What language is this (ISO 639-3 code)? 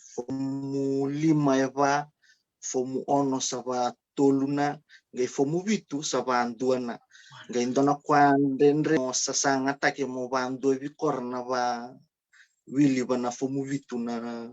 fij